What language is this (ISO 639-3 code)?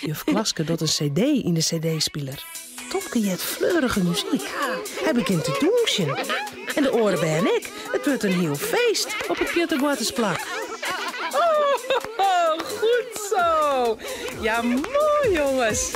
fry